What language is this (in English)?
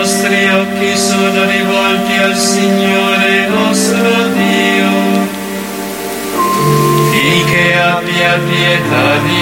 Italian